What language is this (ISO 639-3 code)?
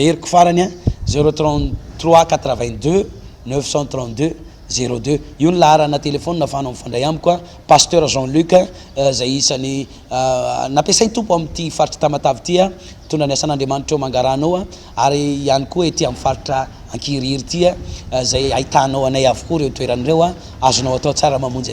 mlg